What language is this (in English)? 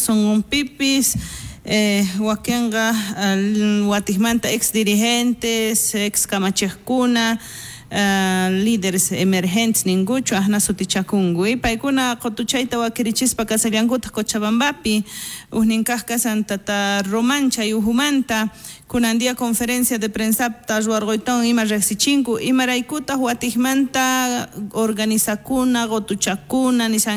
South Bolivian Quechua